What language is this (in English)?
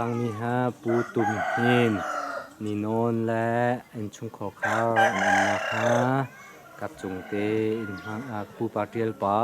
Hakha Chin